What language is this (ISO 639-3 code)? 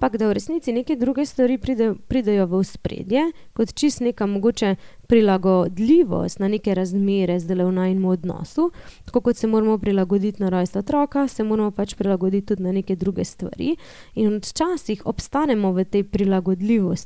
slv